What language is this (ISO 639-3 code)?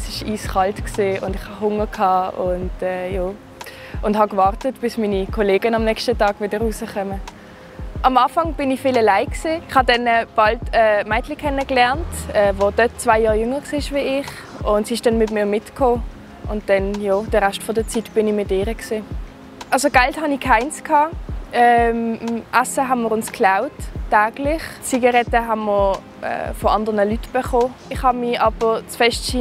gsw